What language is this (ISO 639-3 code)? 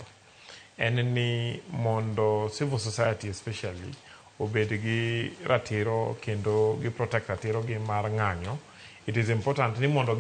luo